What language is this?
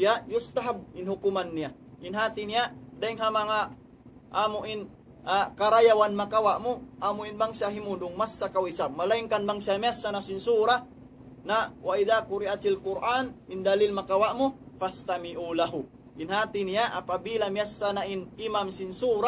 Tausug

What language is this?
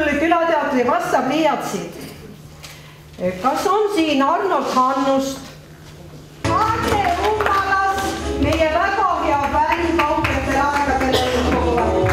Estonian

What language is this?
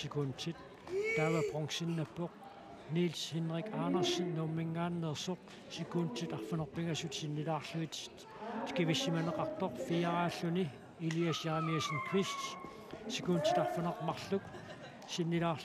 Kalaallisut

